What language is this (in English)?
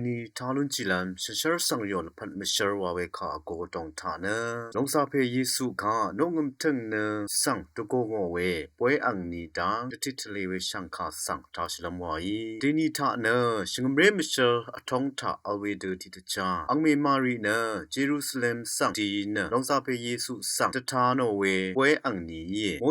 Rawang